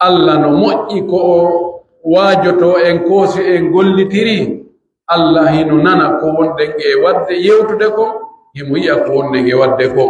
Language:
Pular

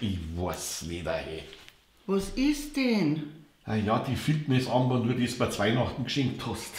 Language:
Bavarian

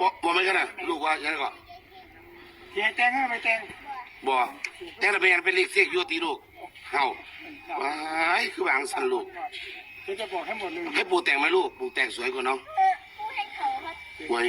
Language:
Northeastern Thai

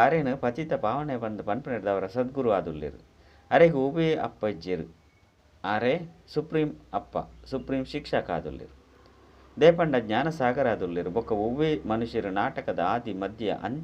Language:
Tulu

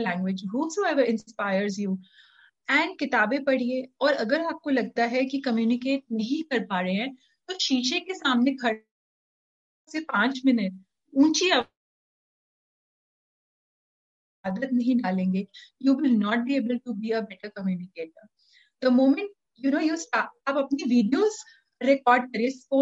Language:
Hindi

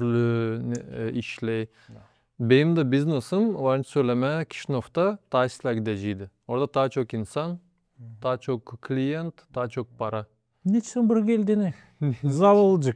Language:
Gagauz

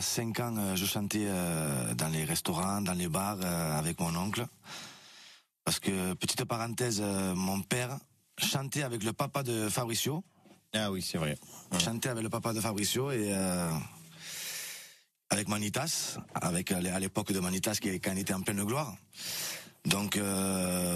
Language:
French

